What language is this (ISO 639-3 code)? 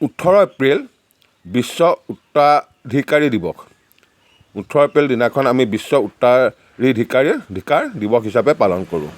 asm